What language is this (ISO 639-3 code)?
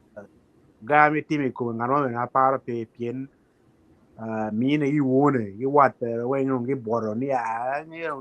ach